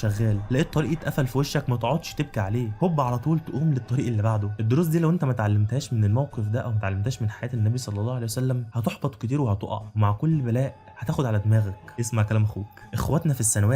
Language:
Egyptian Arabic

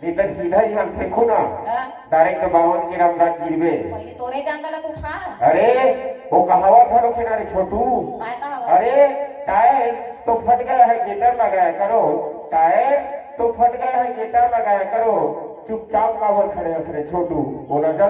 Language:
Chhattisgarhi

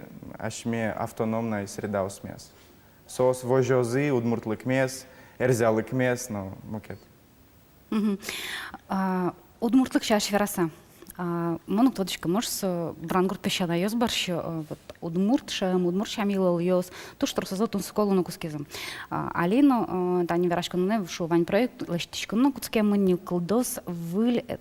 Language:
Udmurt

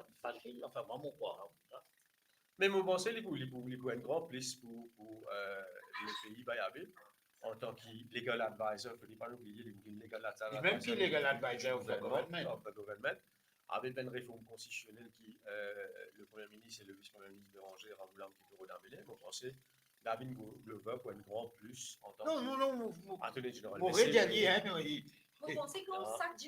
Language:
Morisyen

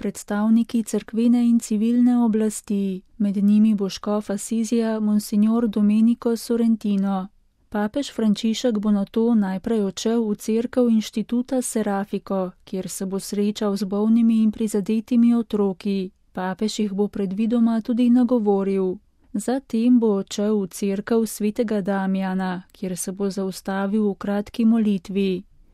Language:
Slovenian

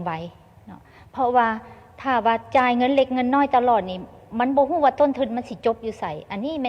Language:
Lao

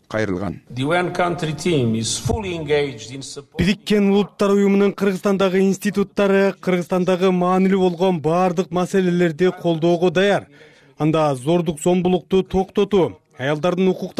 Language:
Kyrgyz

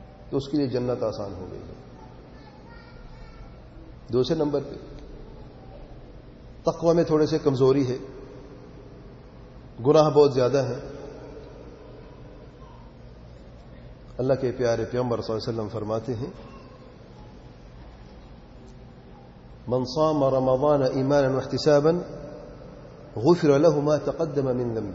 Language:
Urdu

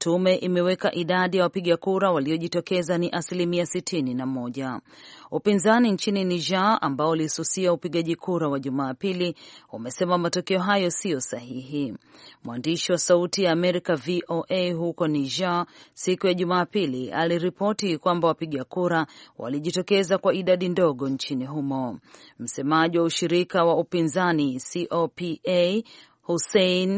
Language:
Swahili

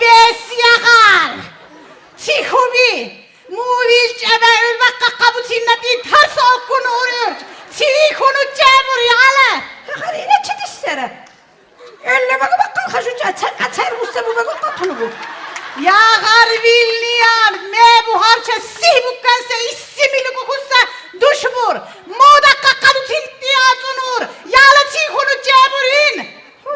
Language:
Lak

